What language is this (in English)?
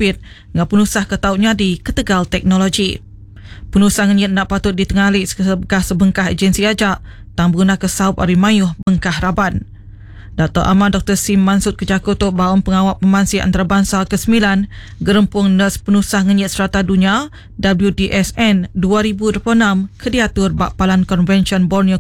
Iban